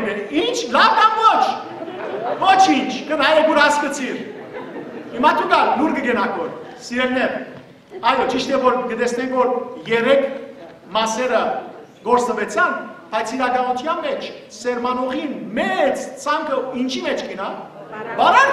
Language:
Western Armenian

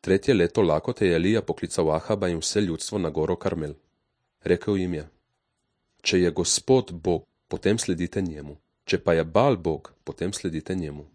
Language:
Slovenian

